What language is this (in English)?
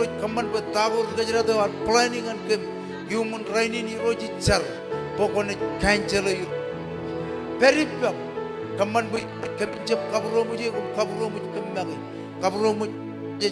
Marshallese